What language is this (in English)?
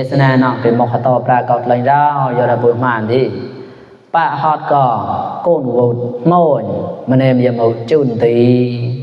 Mon